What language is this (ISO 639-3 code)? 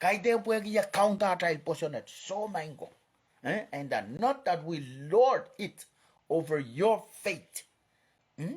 pon